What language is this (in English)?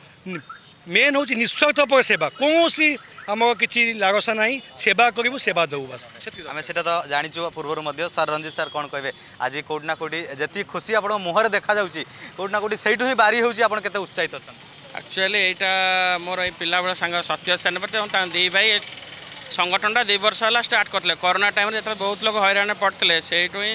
Odia